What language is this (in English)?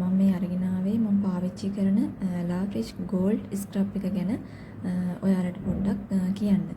Sinhala